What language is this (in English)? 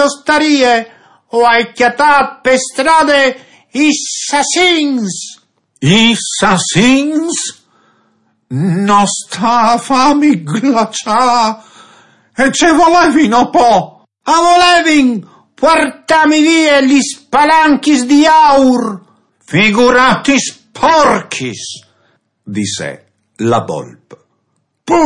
Friulian